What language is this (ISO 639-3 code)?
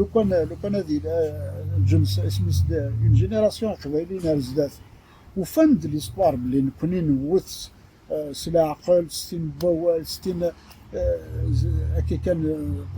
kab